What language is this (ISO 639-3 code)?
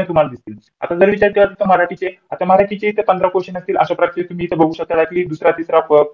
mar